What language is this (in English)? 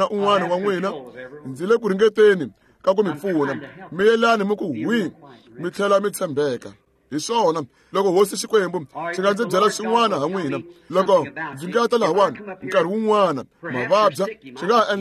Tsonga